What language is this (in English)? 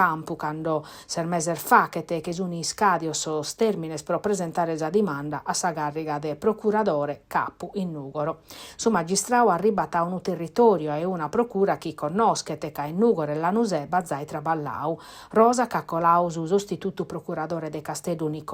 Sardinian